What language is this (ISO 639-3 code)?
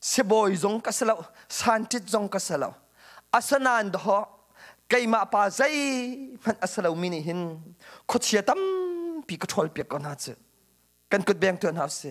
cnh